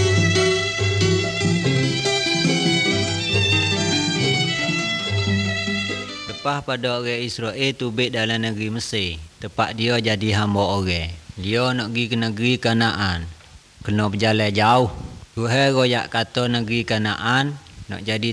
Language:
Malay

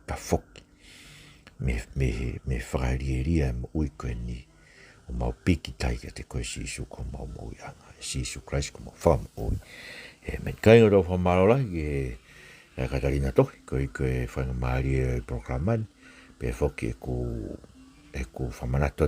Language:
Tongan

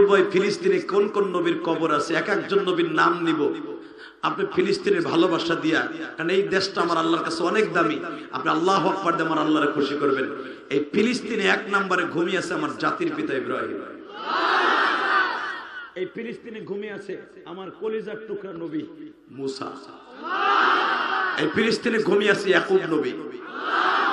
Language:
Bangla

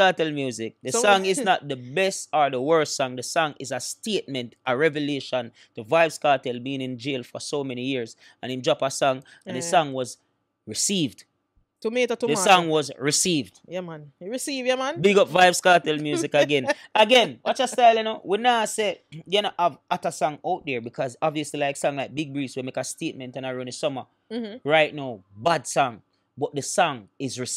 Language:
Jamaican Creole English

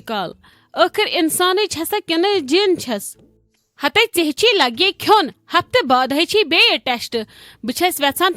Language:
Kashmiri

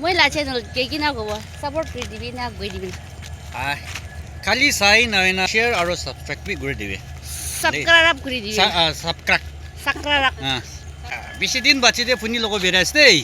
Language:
Naga Pidgin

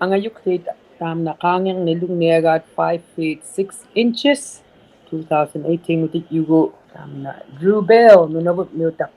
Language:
Inuktitut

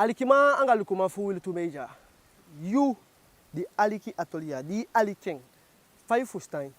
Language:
Eastern Maroon Creole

